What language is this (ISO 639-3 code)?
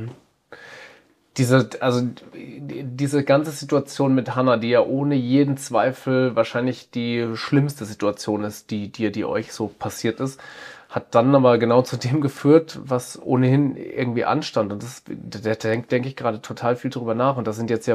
deu